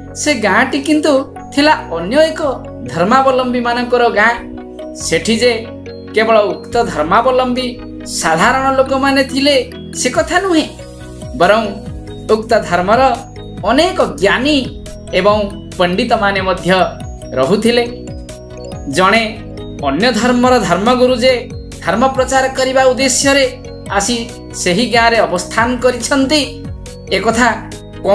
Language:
Odia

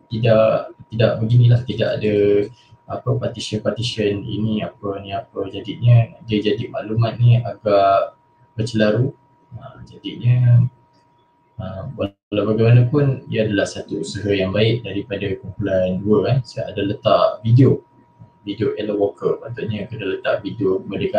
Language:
Malay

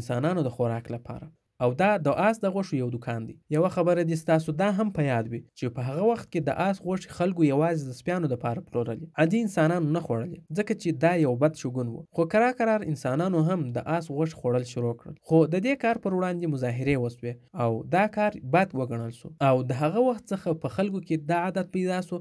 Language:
Pashto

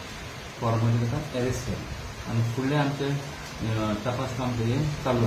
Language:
Konkani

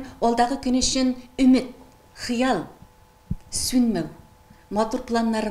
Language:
Tatar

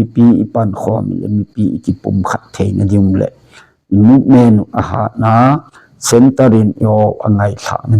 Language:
Thado Chin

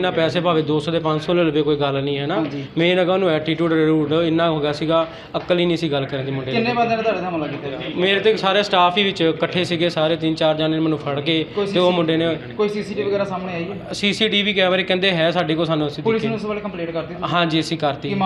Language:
Punjabi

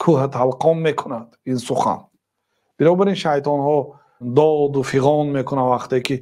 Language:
Tajik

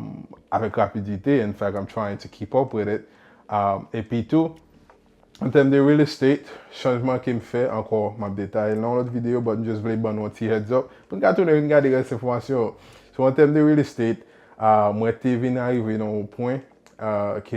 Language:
Haitian Creole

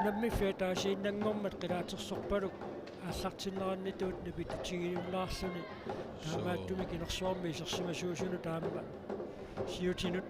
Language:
Kalaallisut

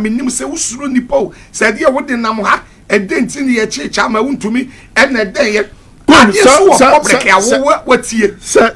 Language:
Akan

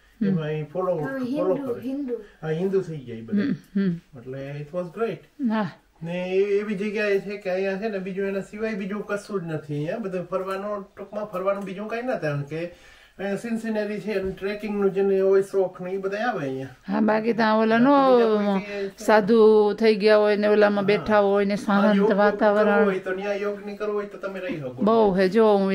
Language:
Gujarati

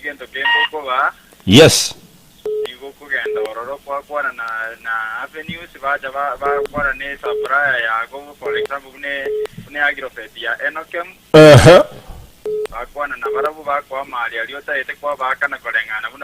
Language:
Gusii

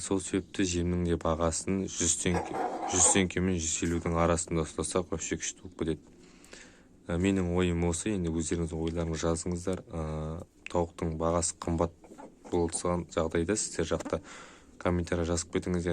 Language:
Kazakh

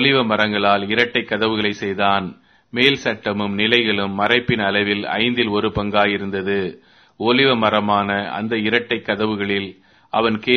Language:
Tamil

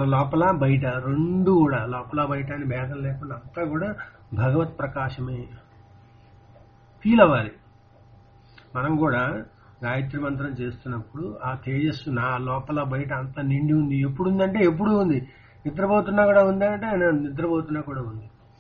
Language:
Telugu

